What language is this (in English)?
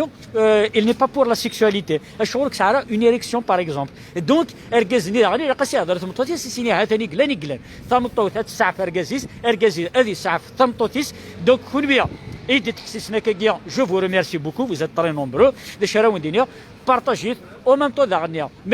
Kabyle